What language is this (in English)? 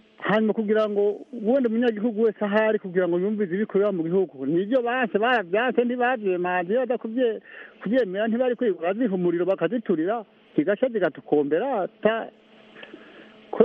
Kinyarwanda